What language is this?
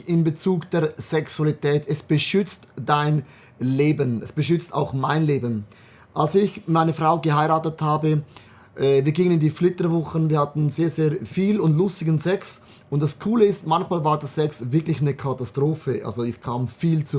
Swiss German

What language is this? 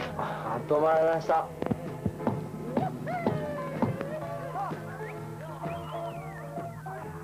Japanese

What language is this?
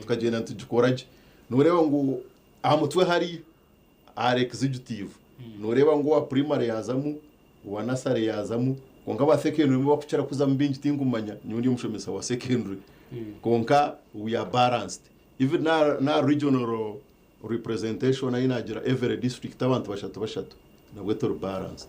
Nyankole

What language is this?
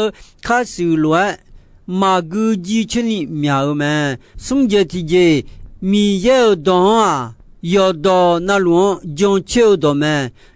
Akha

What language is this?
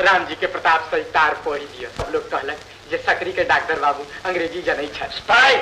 Maithili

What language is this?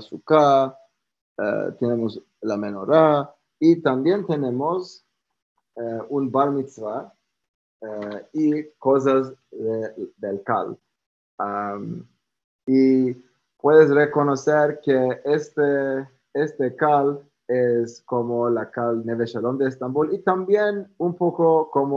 Ladino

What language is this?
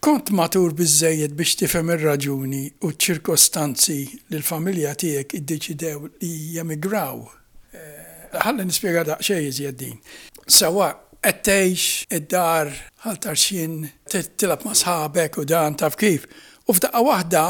Maltese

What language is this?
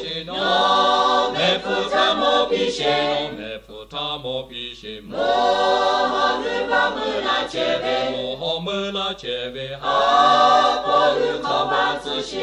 Lahu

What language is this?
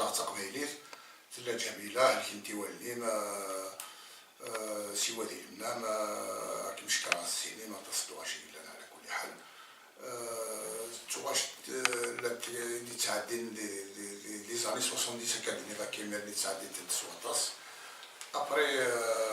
Kabyle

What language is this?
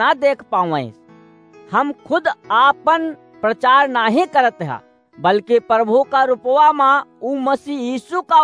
Awadhi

